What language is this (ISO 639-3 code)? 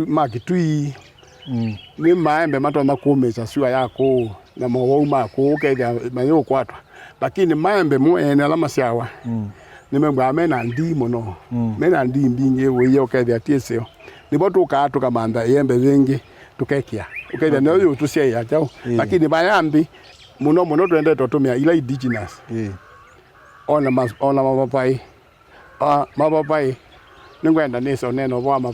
kam